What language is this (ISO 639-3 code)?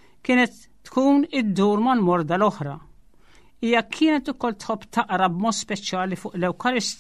mlt